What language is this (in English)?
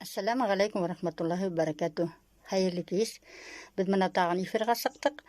Bashkir